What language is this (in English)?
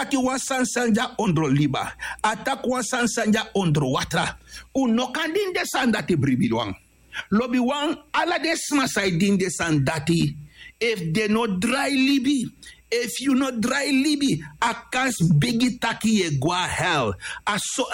Sranan Tongo